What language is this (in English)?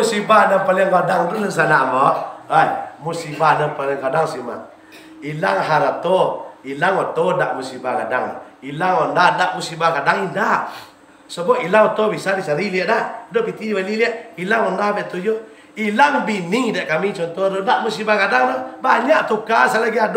Minangkabau